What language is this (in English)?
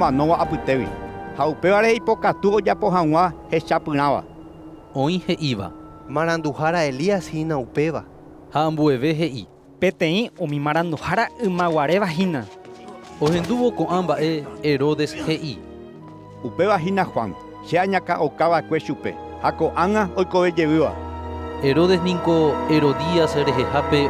Guarani